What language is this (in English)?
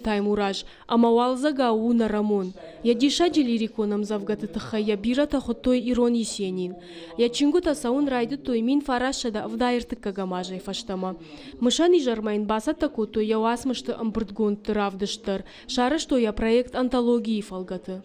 Ossetic